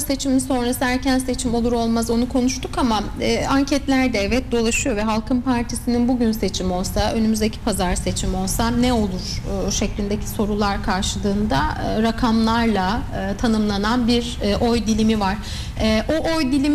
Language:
Turkish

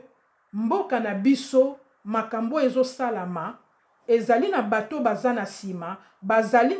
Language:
Lingala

